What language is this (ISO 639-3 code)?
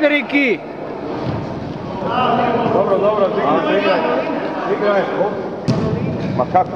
hrv